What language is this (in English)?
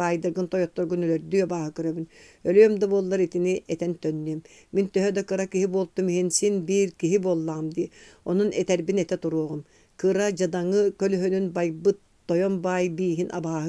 Yakut